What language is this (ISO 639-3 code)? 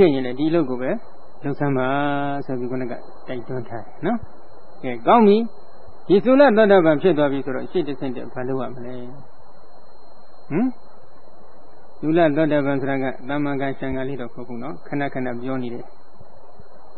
mya